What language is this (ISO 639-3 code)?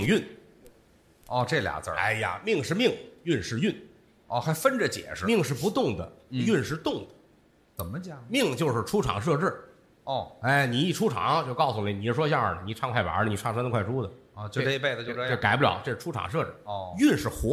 zho